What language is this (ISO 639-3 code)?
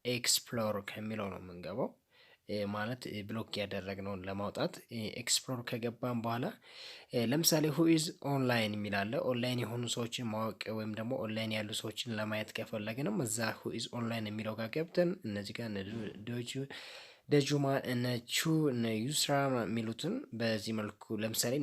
amh